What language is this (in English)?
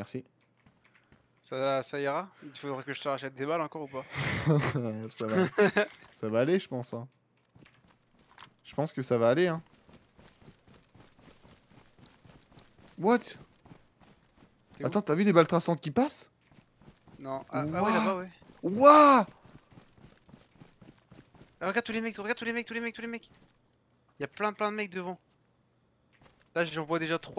French